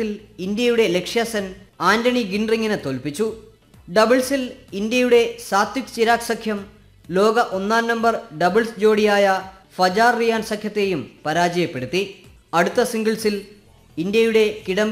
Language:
Malayalam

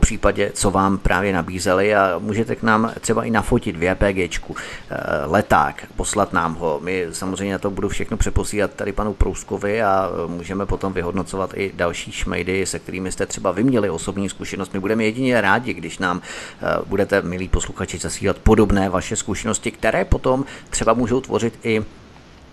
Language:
Czech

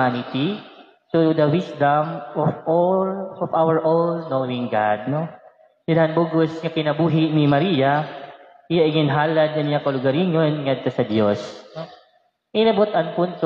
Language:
Waray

